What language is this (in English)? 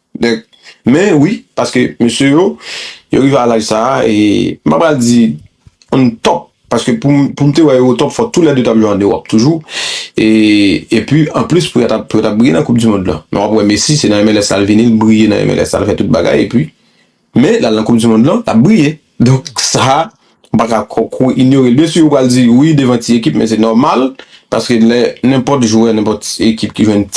Haitian Creole